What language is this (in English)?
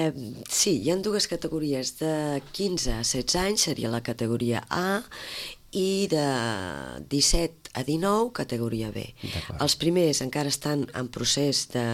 Catalan